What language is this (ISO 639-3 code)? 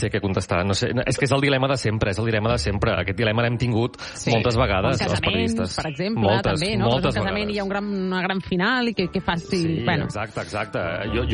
cat